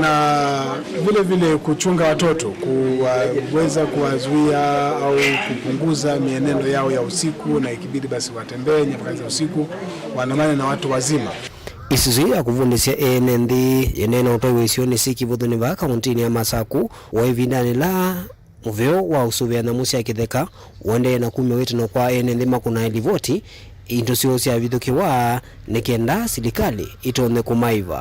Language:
Kamba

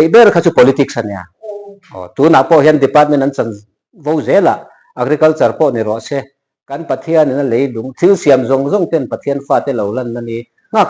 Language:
Mizo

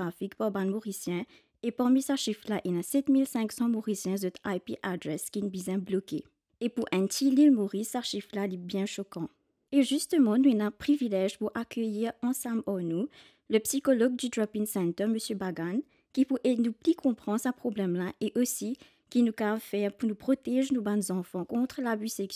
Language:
Morisyen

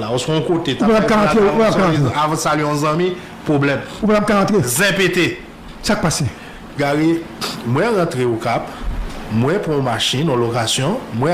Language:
Haitian Creole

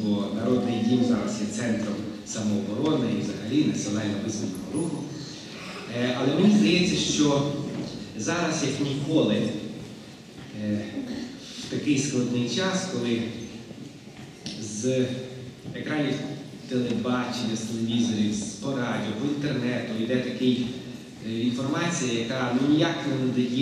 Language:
Ukrainian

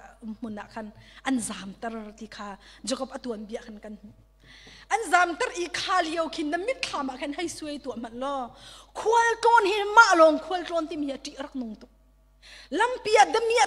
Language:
Hakha Chin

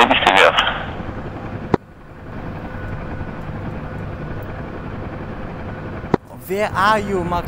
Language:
Polish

